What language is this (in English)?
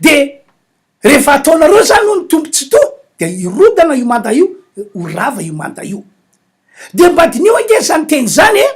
Malagasy